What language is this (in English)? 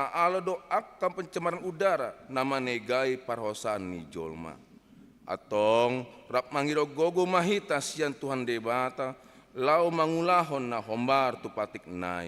Batak Toba